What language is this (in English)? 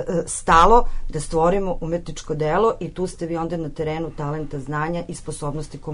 Serbian